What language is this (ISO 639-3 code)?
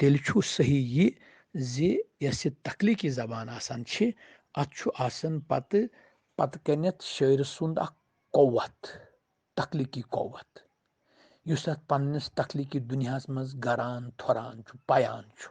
kas